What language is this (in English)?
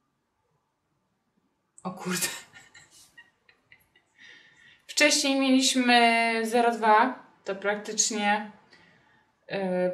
Polish